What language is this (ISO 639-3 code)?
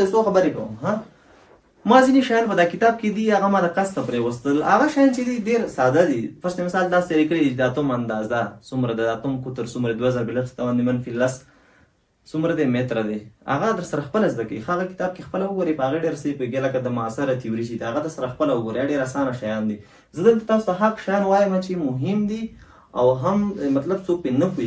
pus